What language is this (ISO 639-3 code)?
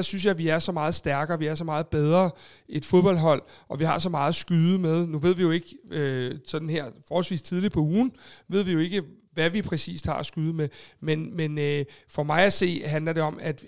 dan